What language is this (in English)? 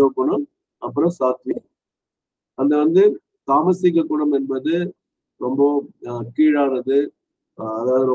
Tamil